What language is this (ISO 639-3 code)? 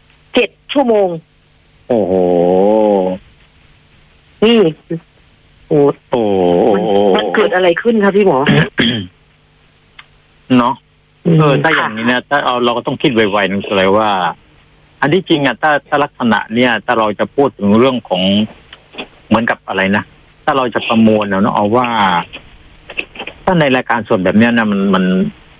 tha